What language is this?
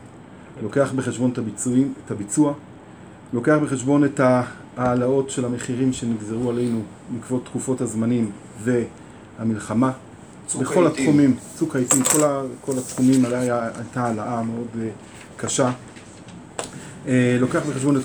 Hebrew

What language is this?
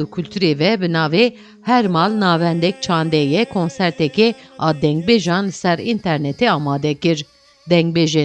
Kurdish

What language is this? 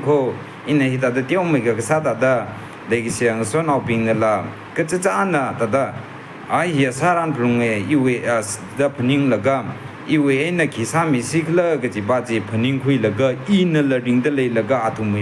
Tangkhul Naga (India)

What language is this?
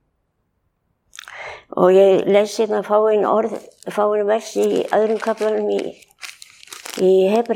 Icelandic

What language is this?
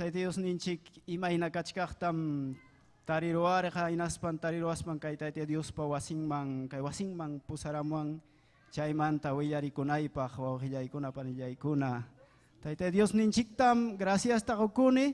Ayacucho Quechua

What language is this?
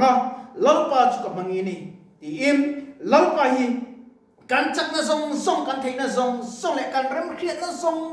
Mizo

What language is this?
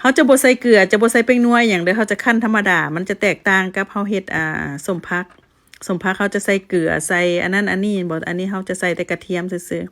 Lao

